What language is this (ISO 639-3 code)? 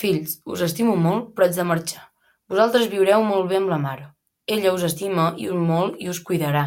cat